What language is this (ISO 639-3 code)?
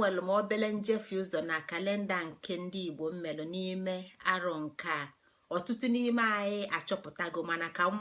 ibo